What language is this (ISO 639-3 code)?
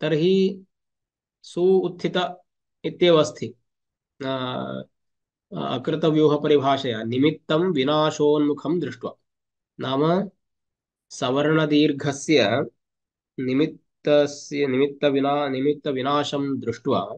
san